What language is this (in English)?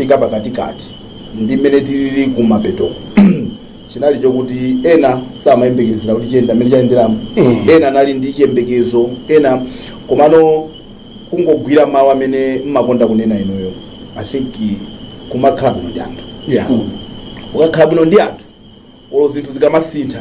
Nyanja